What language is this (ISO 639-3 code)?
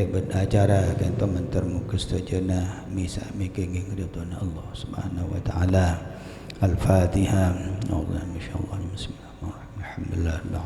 mad